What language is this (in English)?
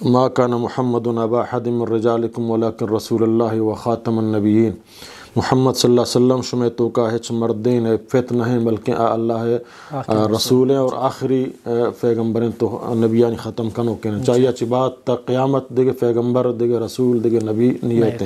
Eastern Balochi